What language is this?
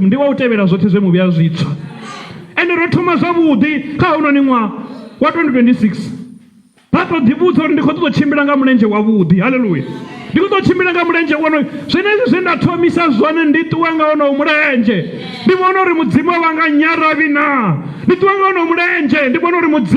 Venda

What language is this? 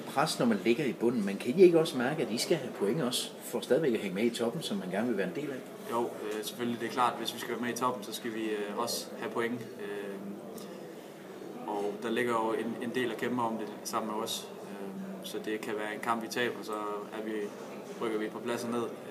Danish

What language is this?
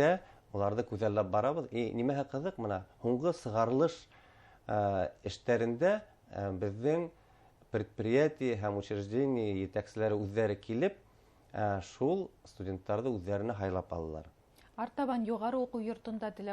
Bashkir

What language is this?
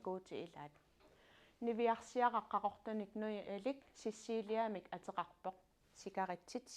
Kalaallisut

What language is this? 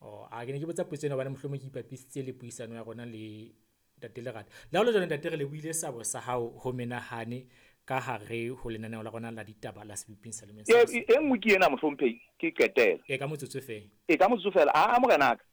Southern Sotho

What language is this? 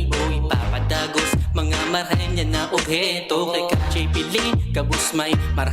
Bikol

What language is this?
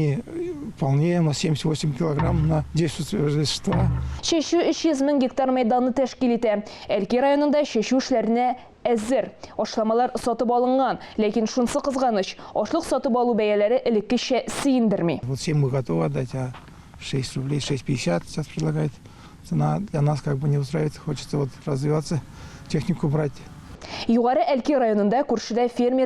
Tatar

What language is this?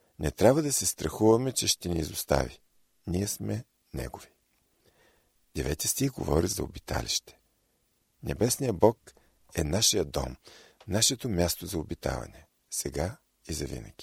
Bulgarian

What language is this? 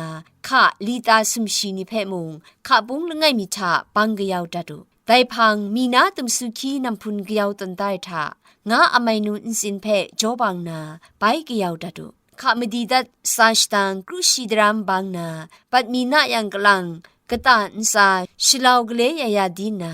Kachin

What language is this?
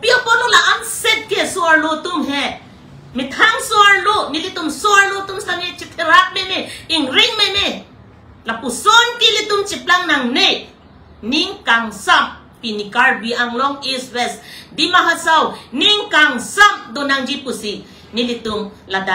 Karbi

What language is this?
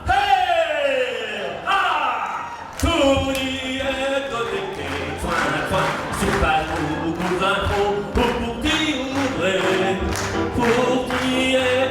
Picard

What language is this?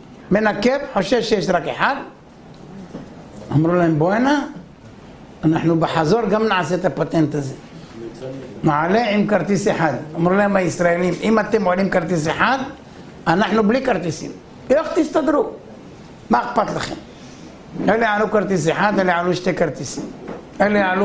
Hebrew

